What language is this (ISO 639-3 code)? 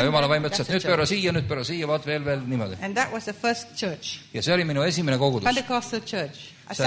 est